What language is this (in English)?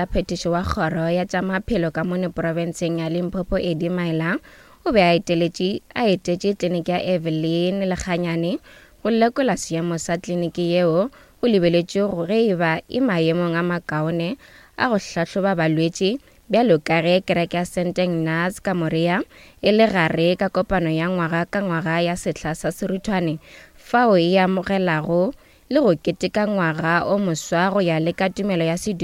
Northern Sotho